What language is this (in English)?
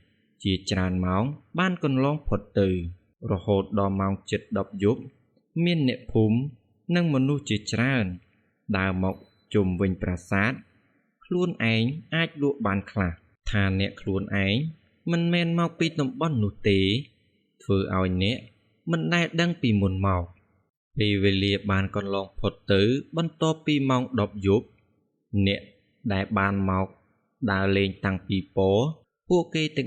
Khmer